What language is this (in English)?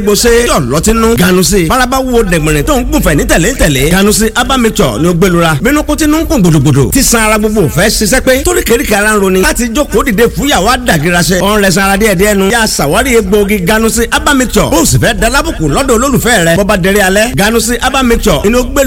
Yoruba